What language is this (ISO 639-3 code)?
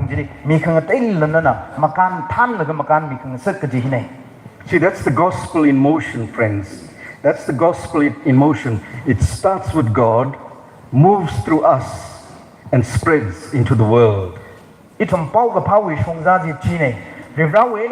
nmf